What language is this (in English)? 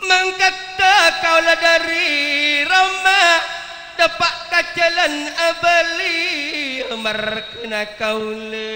Madurese